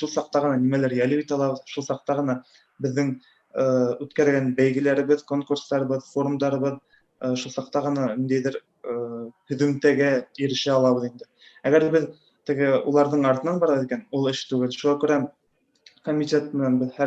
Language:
Bashkir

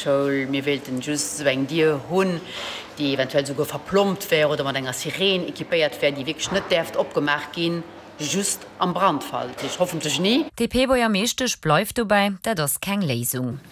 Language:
Luxembourgish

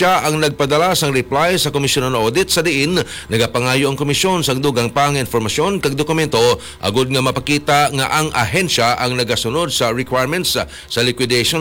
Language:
Hiligaynon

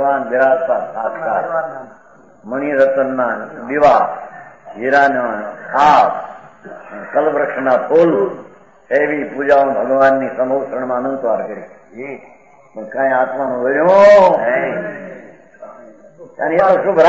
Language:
Gujarati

